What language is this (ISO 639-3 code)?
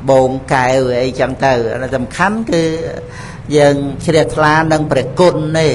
khm